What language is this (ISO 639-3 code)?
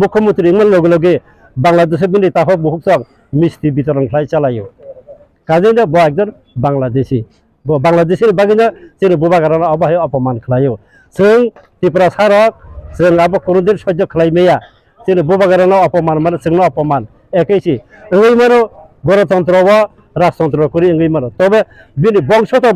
trp